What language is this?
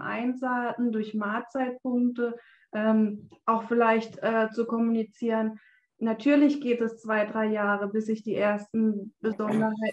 German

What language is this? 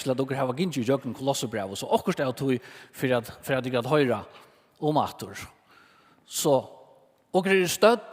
Faroese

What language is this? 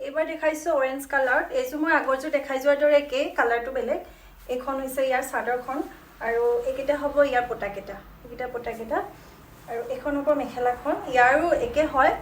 Assamese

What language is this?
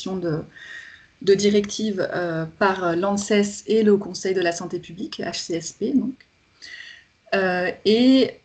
French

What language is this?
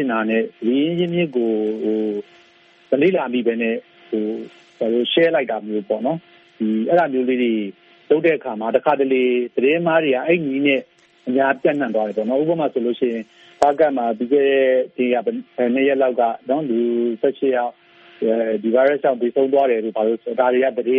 Burmese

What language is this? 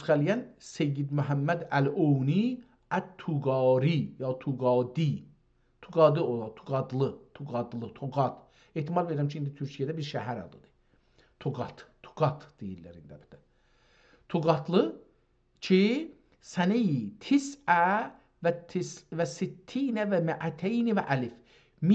South Azerbaijani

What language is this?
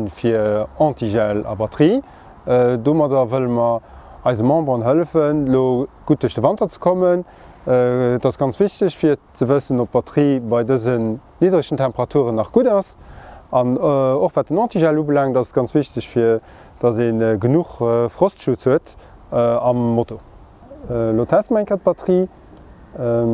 Luxembourgish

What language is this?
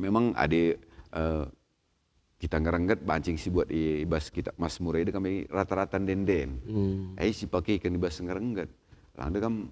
Batak Karo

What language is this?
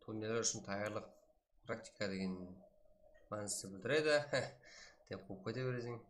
Kara-Kalpak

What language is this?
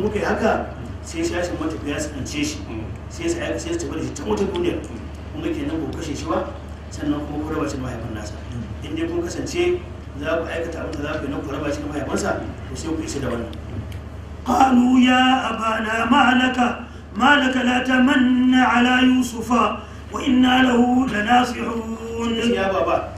Hausa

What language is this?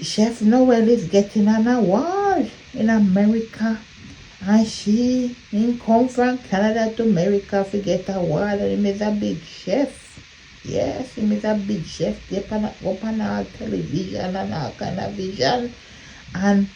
Jamaican Creole English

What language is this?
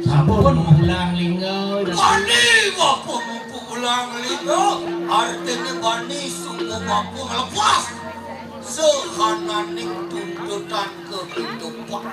Balinese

